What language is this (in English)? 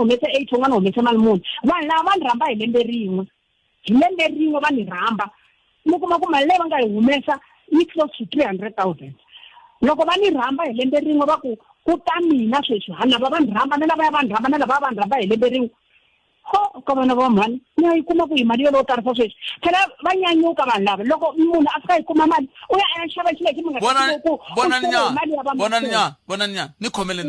Tsonga